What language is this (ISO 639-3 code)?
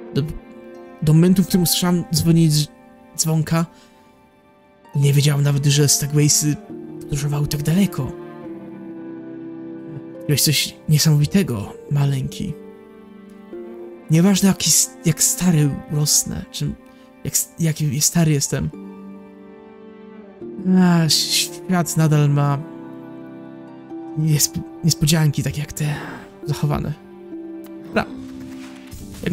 pol